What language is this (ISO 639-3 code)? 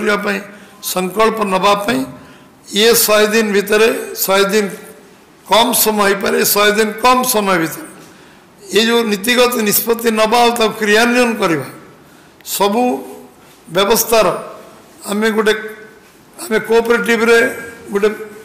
ori